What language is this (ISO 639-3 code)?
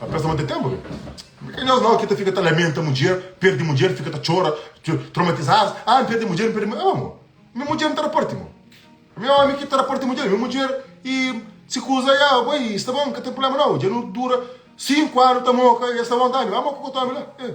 kea